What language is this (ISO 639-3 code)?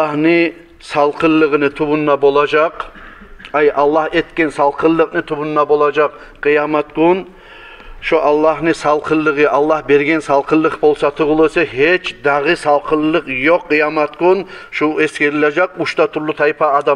kum